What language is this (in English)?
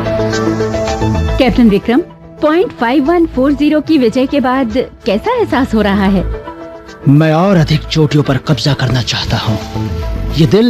Hindi